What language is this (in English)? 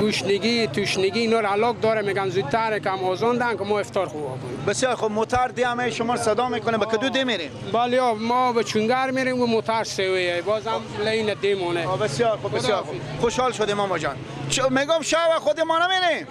Persian